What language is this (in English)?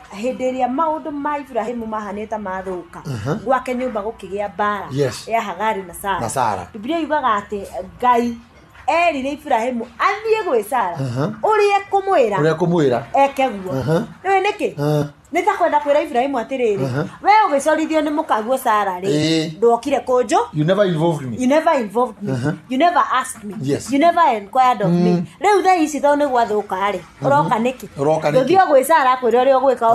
Kikuyu